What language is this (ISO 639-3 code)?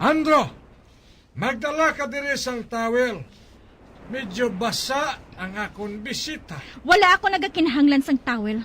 hil